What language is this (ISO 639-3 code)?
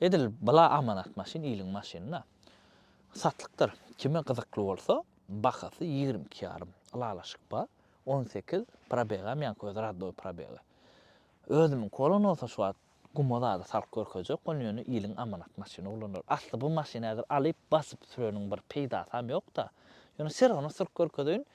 tuk